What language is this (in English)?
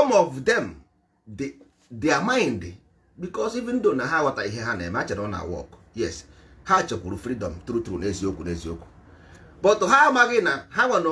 Igbo